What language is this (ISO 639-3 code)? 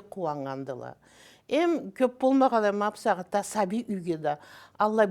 krc